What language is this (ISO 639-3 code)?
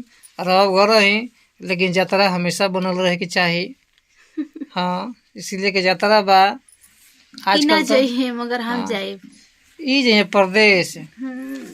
bho